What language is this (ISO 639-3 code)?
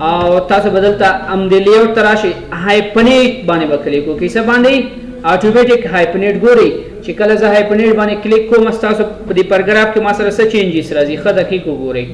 pus